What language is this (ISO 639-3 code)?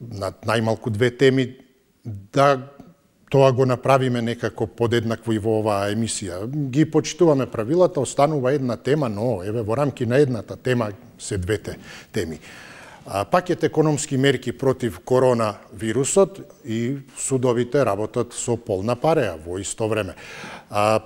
mkd